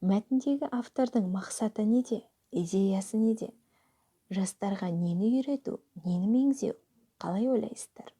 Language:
Kazakh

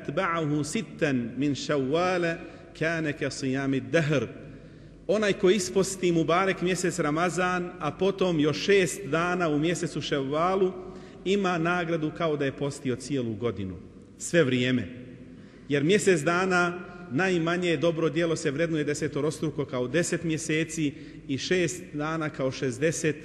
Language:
Bosnian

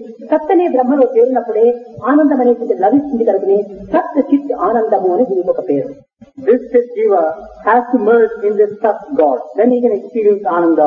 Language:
Telugu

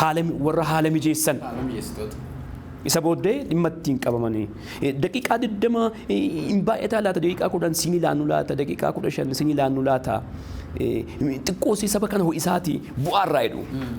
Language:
Oromo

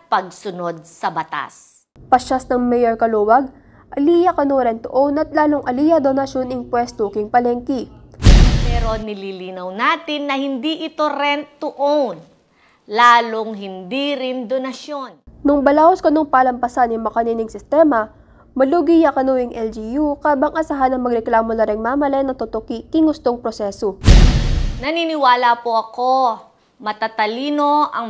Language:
Pampanga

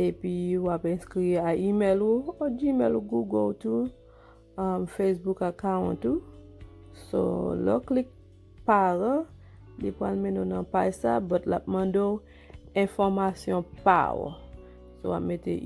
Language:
Haitian Creole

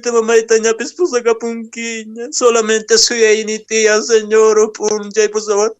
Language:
Quechua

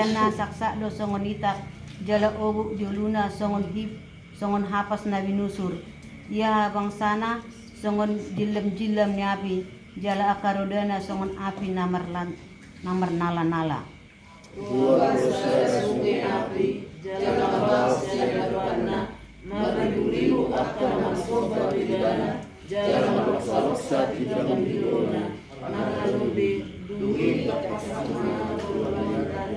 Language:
Batak Toba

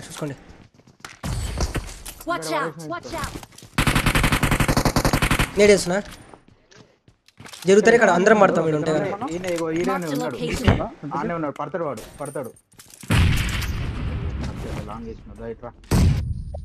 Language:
Telugu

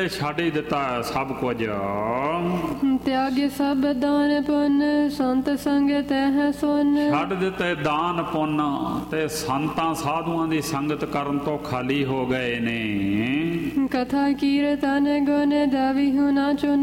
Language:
Punjabi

